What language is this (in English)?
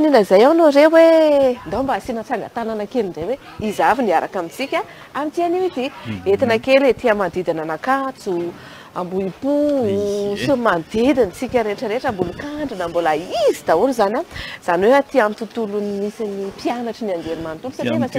Malagasy